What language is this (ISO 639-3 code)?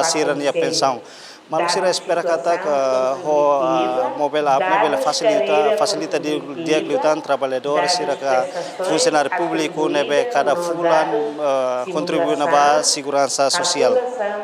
tet